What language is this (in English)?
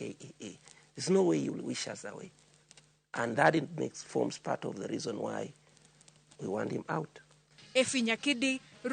Luo (Kenya and Tanzania)